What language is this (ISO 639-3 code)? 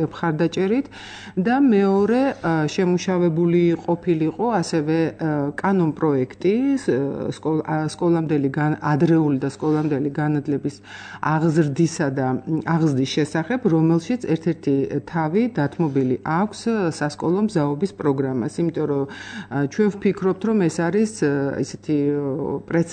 kat